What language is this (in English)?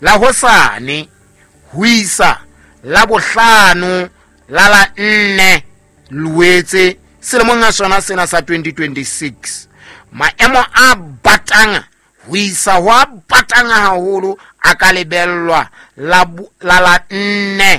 Southern Sotho